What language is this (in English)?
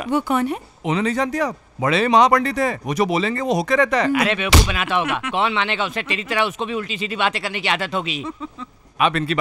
Hindi